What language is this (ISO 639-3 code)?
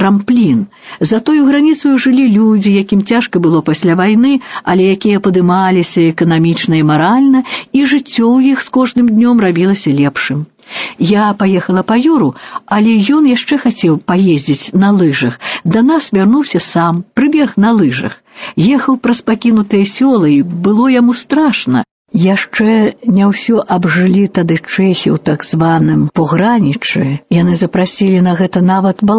bel